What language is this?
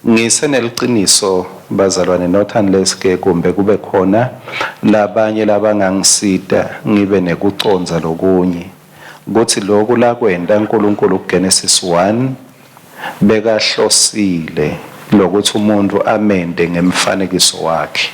Swati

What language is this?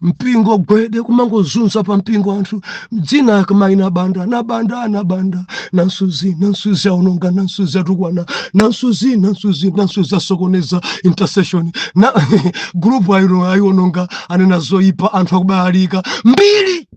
Nyanja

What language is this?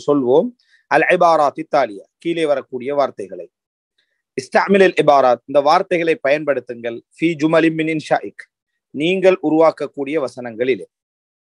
Tamil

